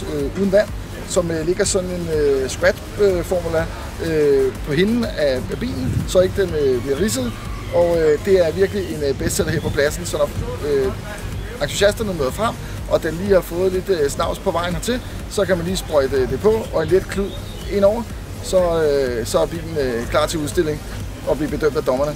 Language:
Danish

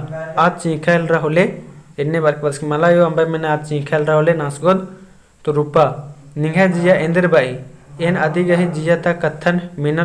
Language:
Kurukh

